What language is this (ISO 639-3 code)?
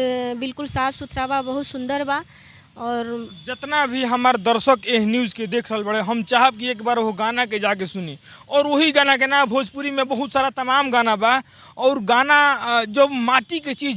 bho